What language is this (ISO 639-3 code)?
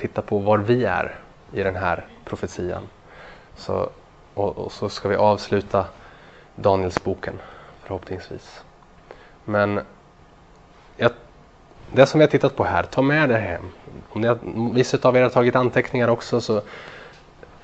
swe